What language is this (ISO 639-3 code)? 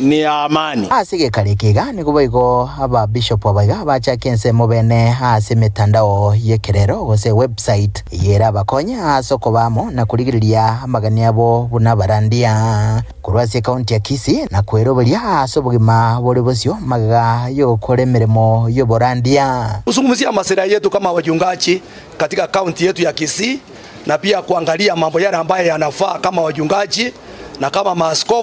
guz